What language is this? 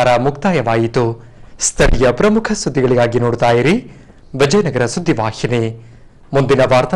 Kannada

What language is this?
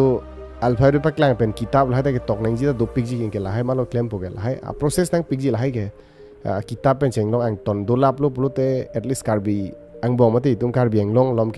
Karbi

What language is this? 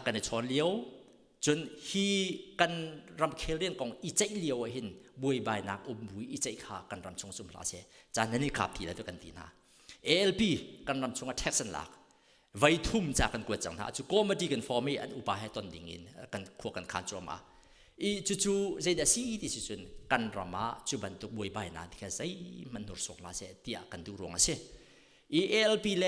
Hakha Chin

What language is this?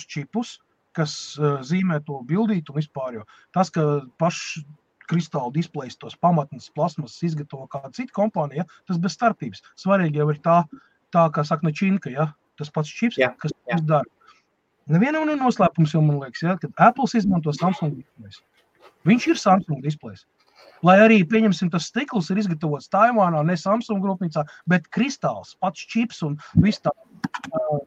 Latvian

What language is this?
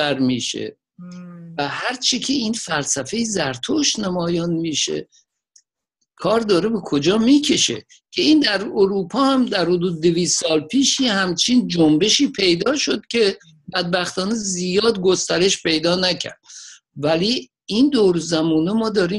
Persian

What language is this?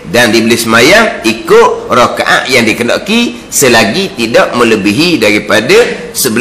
Malay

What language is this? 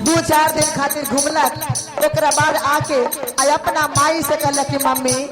Magahi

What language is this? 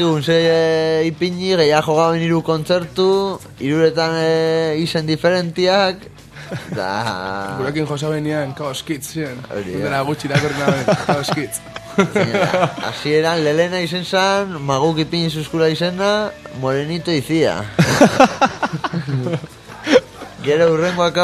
Basque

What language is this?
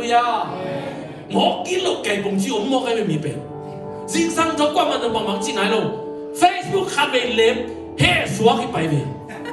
Tedim Chin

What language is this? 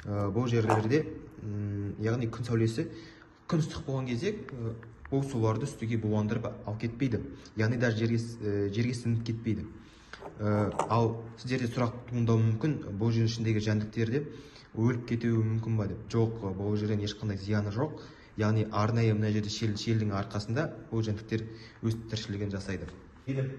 Kazakh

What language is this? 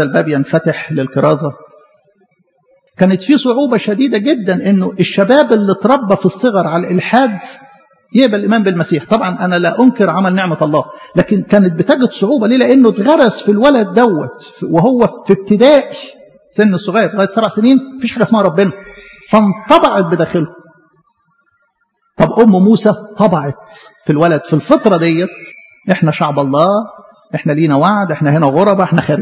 Egyptian Arabic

